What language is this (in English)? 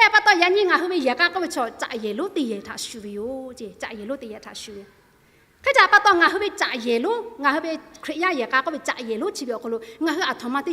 Lahu